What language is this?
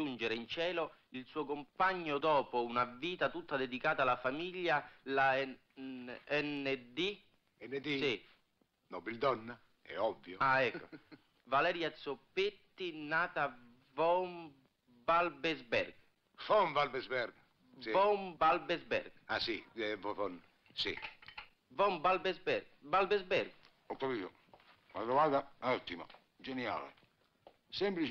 Italian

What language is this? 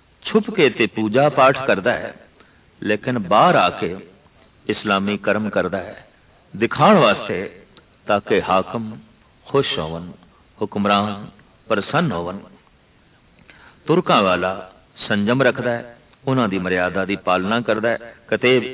Punjabi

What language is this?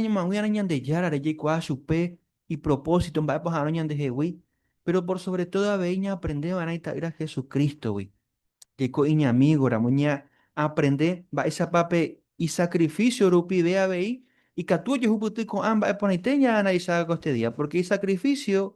Guarani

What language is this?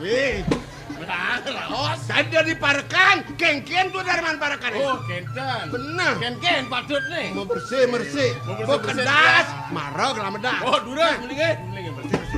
Balinese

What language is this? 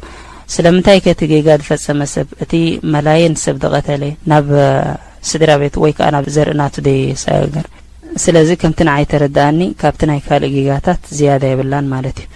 Tigrinya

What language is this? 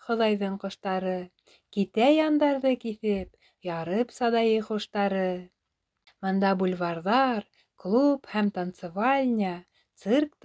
Bashkir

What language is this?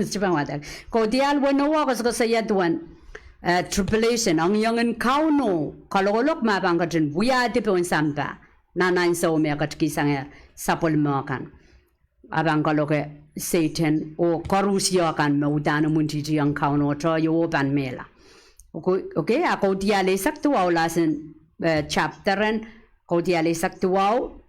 Pohnpeian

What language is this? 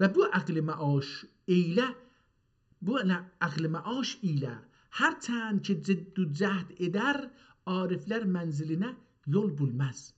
South Azerbaijani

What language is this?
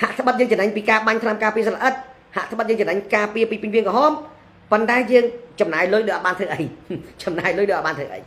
Khmer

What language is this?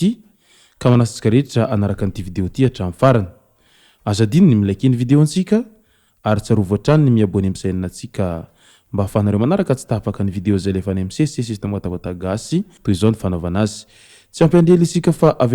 Malagasy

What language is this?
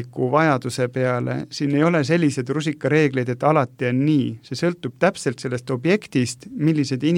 Estonian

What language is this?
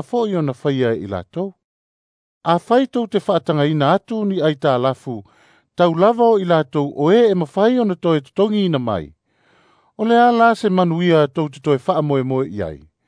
Samoan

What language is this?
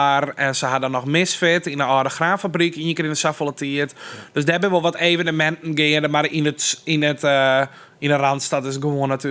Western Frisian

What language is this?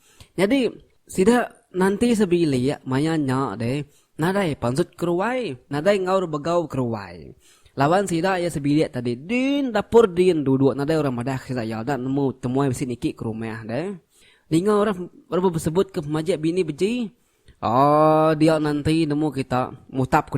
Iban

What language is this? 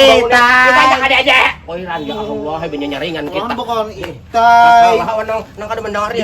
Banjar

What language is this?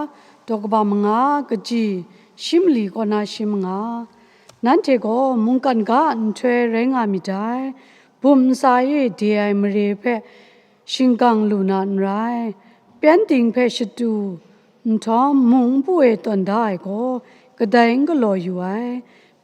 Kachin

